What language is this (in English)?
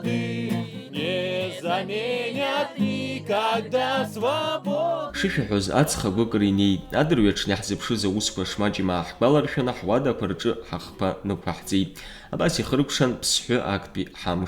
Abkhazian